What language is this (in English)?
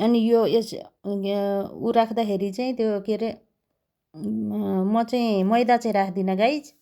Nepali